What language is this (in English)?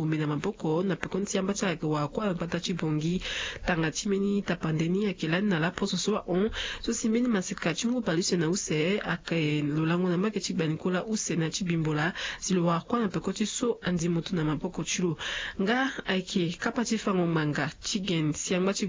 Sango